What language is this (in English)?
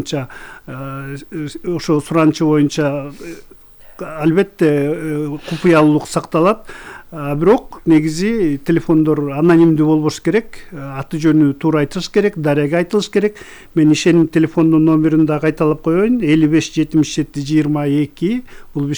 Kyrgyz